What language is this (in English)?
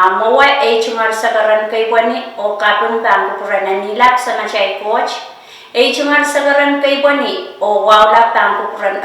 Pohnpeian